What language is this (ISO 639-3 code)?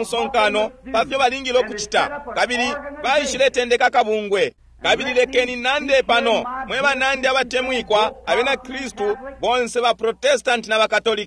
bem